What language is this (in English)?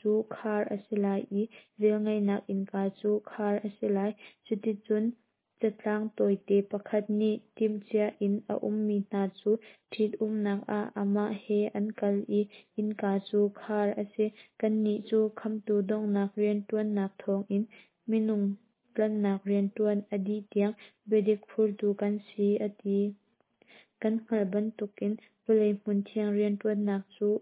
Hakha Chin